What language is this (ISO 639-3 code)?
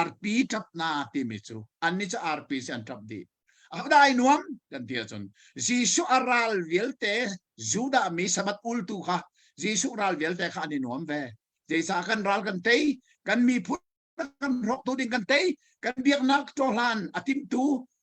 cnh